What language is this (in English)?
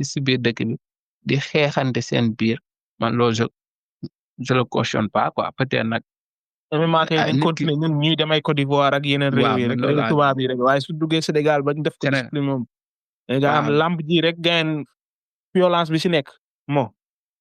Wolof